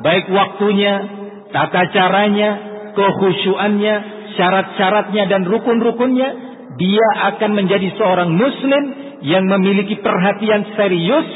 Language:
Indonesian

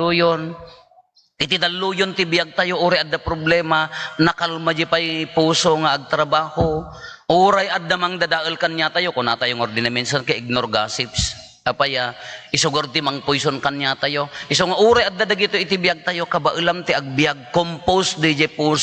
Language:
Iloko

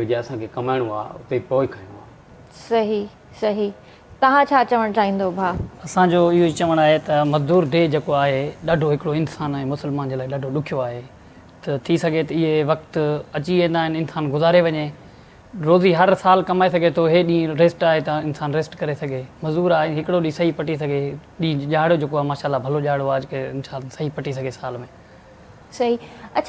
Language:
Sindhi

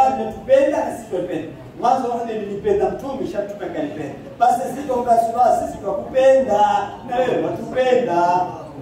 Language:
Swahili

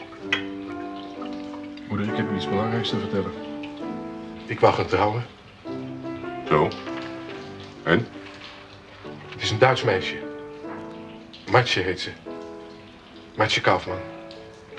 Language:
Dutch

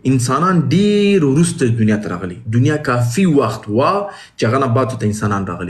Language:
Pashto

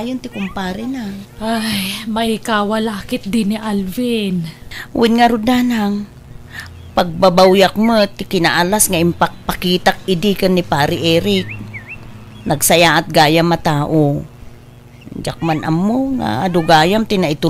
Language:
Iloko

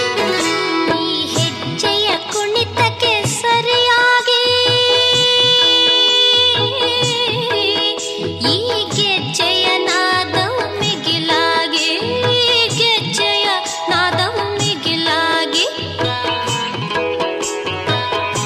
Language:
Kannada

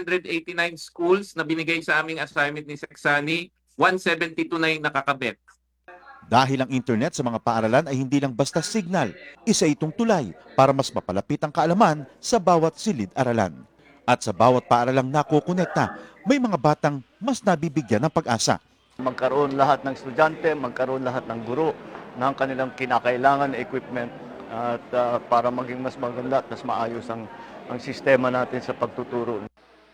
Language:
Filipino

